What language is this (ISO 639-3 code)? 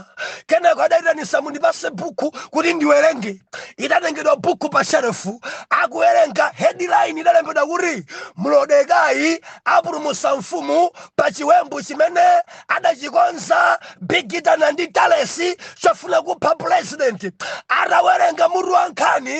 nya